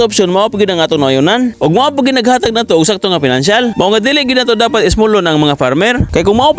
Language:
Cebuano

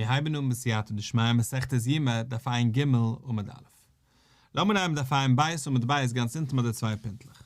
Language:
Yiddish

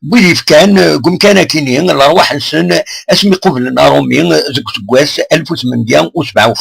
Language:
Kabyle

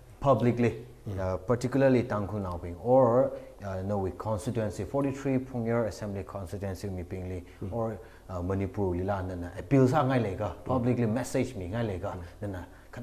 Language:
Tangkhul Naga (India)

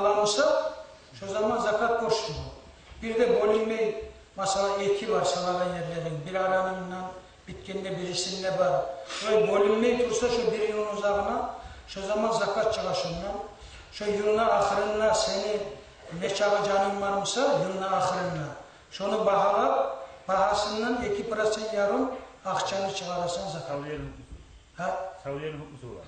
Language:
Kumyk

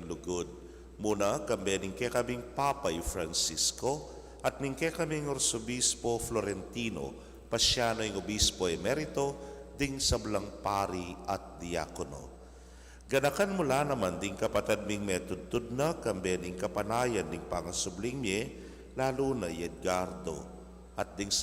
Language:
Pampanga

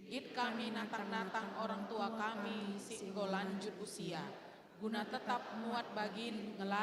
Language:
Batak Karo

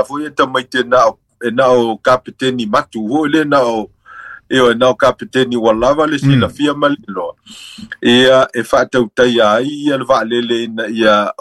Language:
Samoan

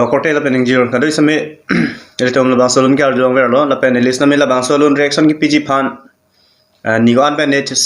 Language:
Karbi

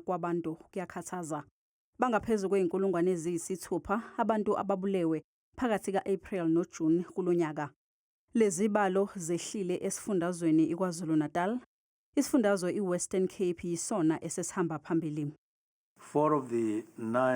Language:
Zulu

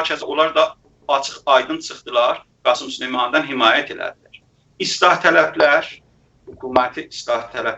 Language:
South Azerbaijani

